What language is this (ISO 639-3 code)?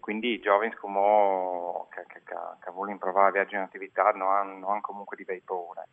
fur